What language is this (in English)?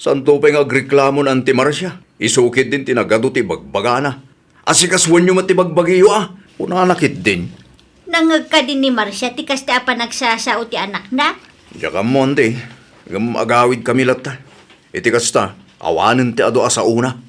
Iloko